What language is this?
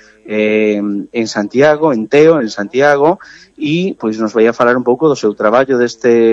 Galician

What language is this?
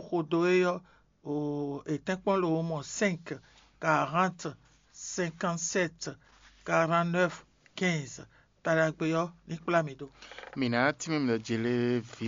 Fon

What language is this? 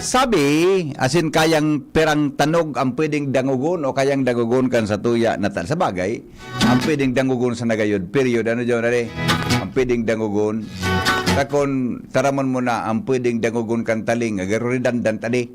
Bikol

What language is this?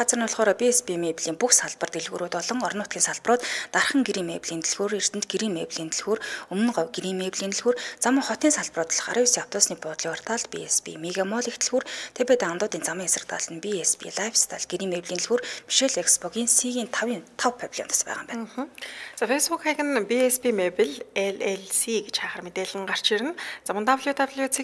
Mongolian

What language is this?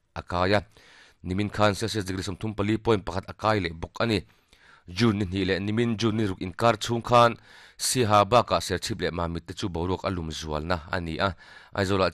Mizo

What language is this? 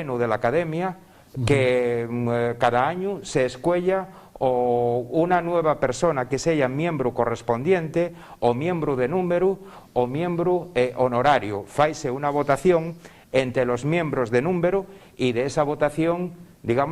Asturian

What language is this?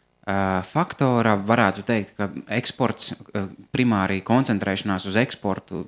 Latvian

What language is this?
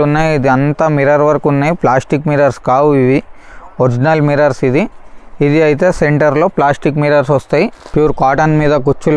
Telugu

